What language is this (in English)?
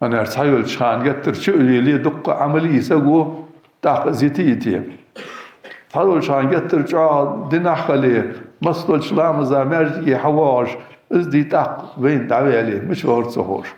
Ingush